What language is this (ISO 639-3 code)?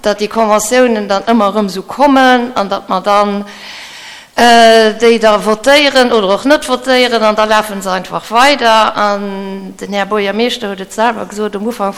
ltz